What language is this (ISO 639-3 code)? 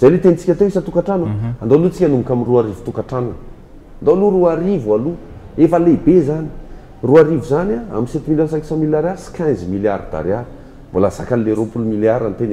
mlg